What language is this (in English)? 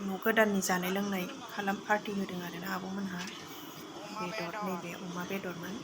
Bodo